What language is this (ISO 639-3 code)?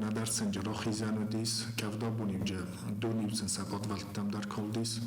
oss